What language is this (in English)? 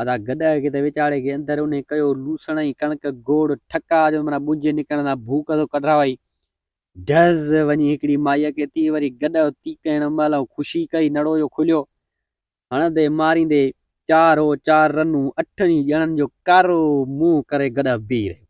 Sindhi